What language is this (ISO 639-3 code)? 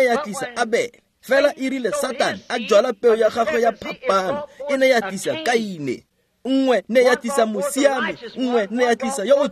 tsn